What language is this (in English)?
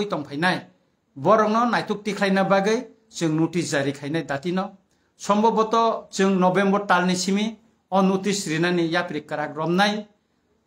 Kok Borok